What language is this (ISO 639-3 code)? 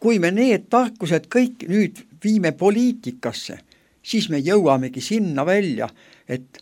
est